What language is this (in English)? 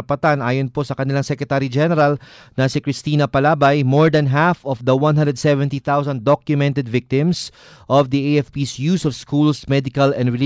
Filipino